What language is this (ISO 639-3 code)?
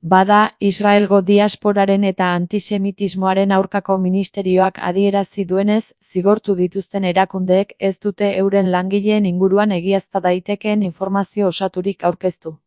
eus